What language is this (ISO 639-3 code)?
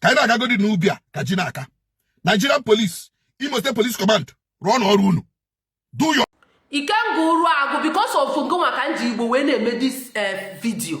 ibo